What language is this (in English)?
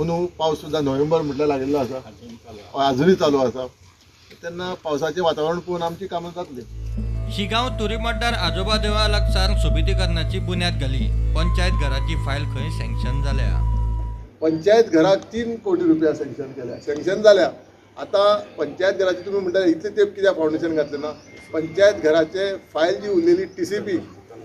Konkani